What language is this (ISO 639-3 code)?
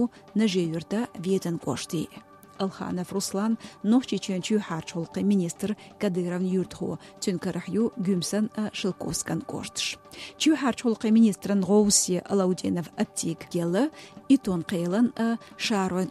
che